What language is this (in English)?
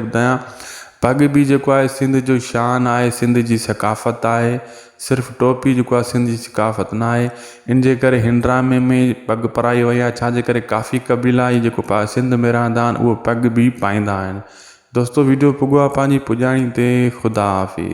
Sindhi